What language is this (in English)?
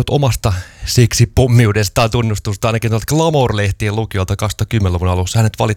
Finnish